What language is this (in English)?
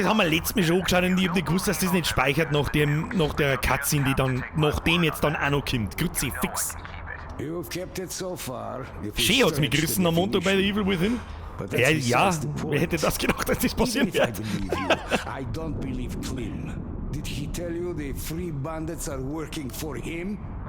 Bavarian